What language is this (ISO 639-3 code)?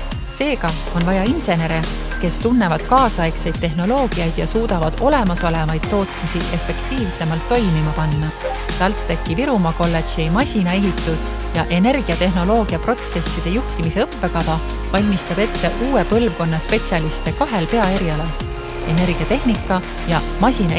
est